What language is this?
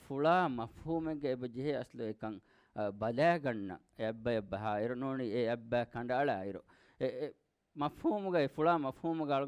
Divehi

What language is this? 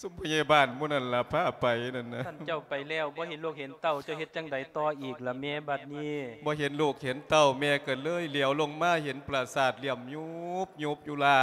Lao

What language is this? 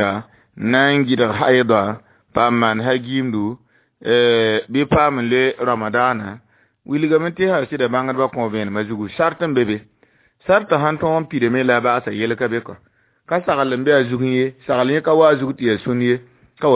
Mossi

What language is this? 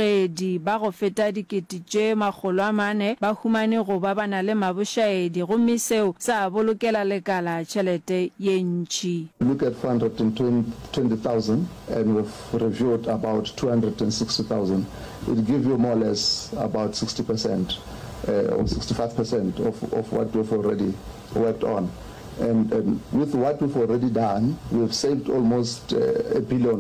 Northern Sotho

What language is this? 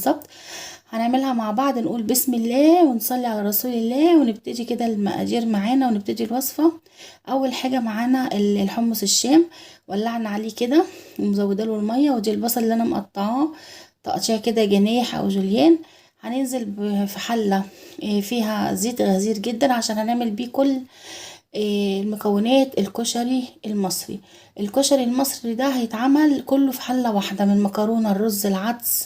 Egyptian Arabic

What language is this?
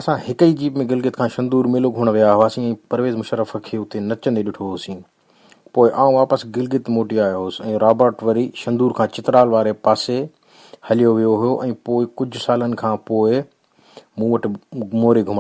Sindhi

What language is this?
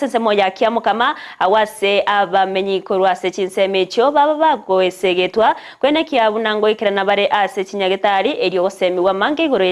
Gusii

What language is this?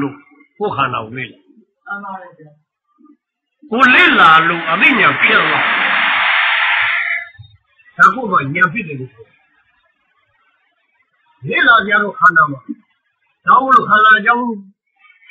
Burmese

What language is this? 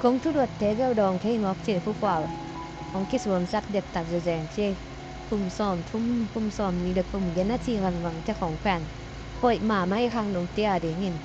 Tedim Chin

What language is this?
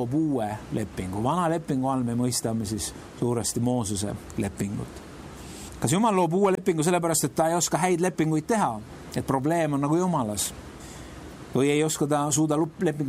Estonian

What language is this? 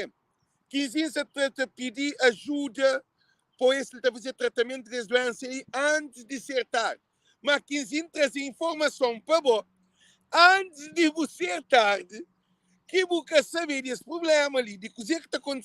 Kabuverdianu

